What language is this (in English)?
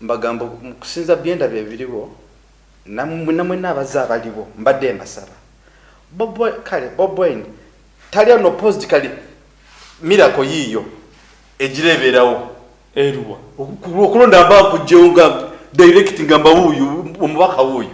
Ganda